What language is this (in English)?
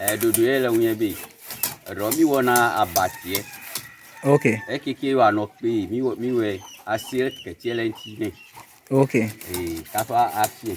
Ewe